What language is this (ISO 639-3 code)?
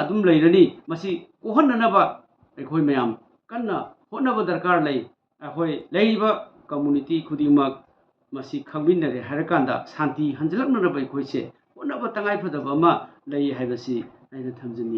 mni